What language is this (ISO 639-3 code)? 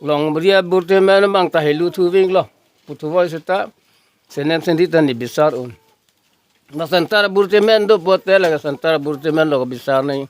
mjw